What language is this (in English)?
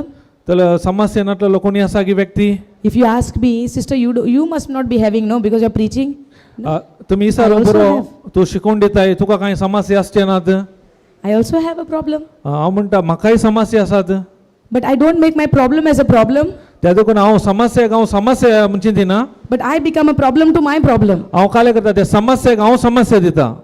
Konkani